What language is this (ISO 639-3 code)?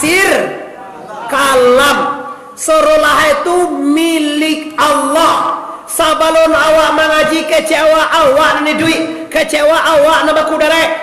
min